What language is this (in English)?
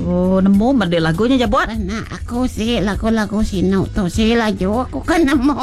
Iban